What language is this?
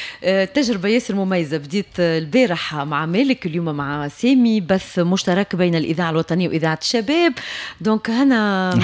Tunisian Arabic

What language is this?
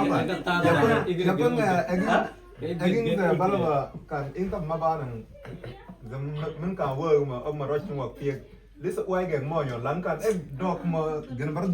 Mabaan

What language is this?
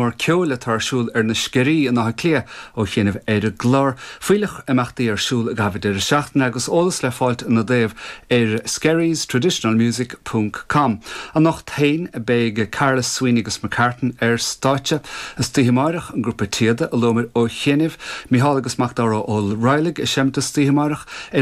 Irish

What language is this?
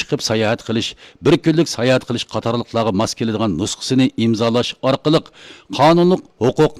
Uyghur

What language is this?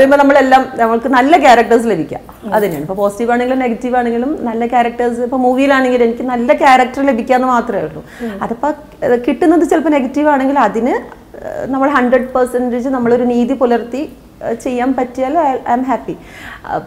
Malayalam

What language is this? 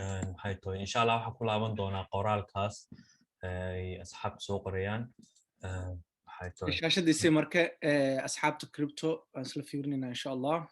Somali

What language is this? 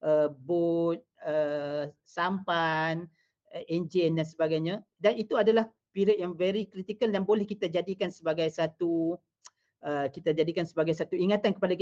Malay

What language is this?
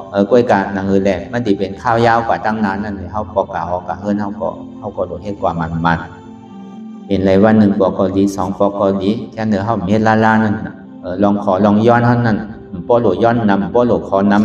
Shan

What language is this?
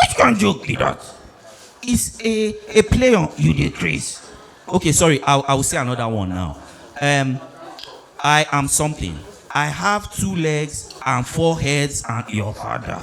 Nigerian Pidgin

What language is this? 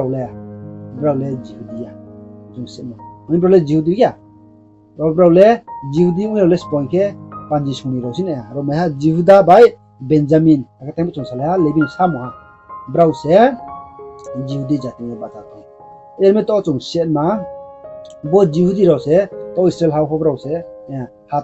Riang (India)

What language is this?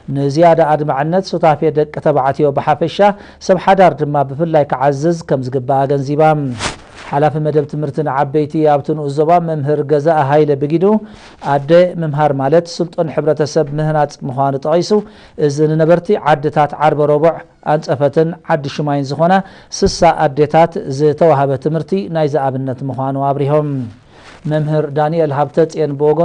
Tigrinya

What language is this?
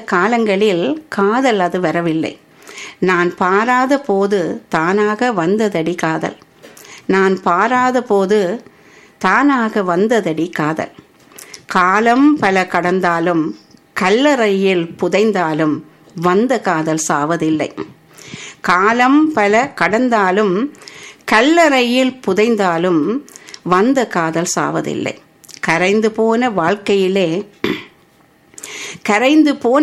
Tamil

